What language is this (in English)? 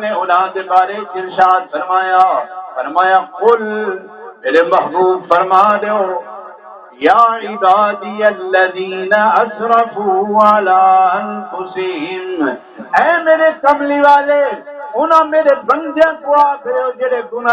Saraiki